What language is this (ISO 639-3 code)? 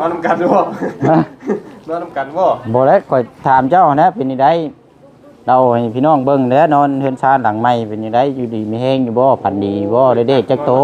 lao